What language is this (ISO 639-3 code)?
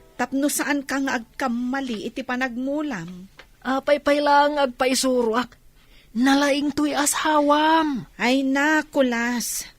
ilo